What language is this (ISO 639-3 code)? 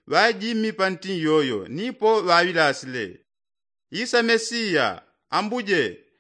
yao